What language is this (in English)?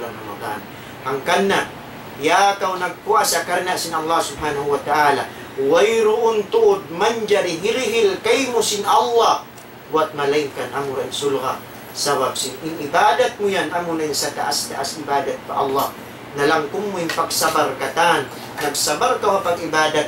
Tausug